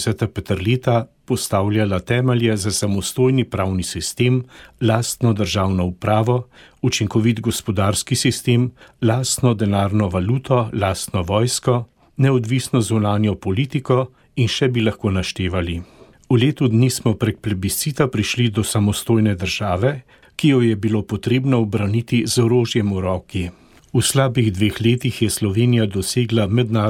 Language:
Slovenian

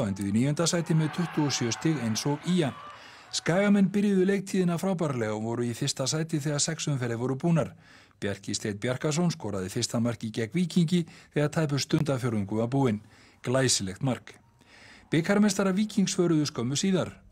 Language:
Icelandic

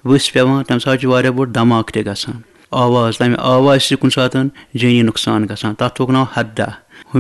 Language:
Kashmiri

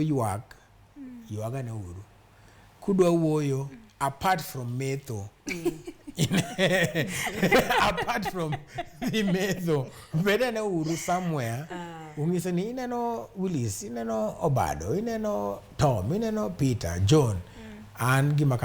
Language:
Luo (Kenya and Tanzania)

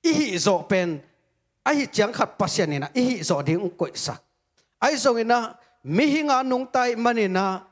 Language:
Tedim Chin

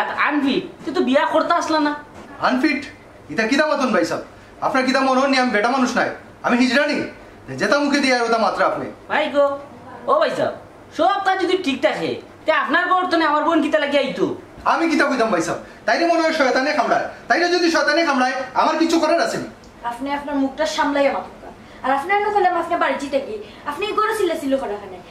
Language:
Sylheti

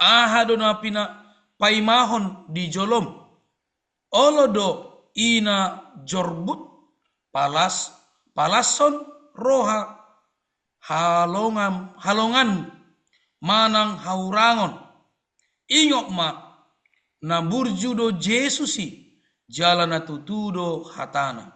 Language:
Batak Toba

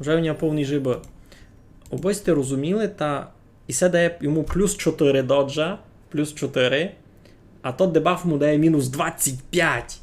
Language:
Rusyn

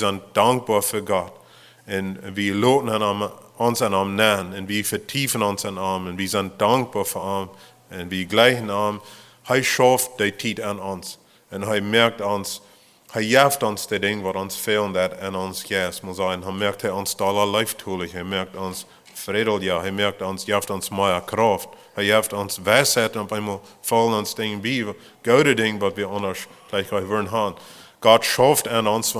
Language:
Plautdietsch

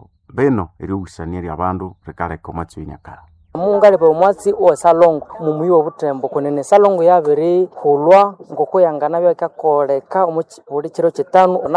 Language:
Nande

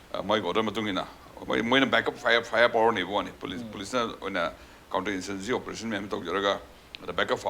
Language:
Manipuri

